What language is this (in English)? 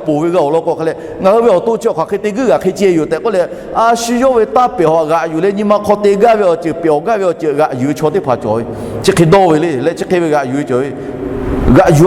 Lahu